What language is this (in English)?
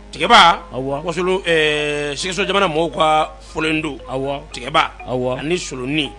Bambara